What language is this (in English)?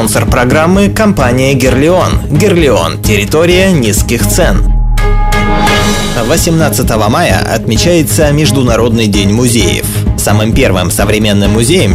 Russian